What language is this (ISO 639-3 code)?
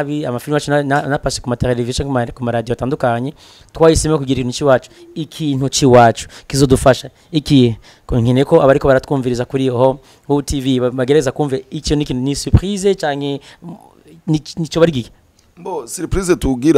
run